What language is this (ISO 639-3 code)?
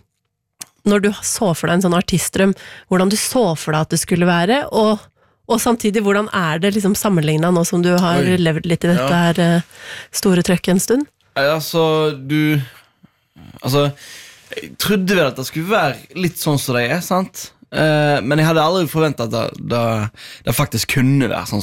nor